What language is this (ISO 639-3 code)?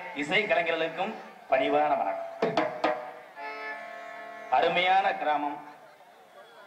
tam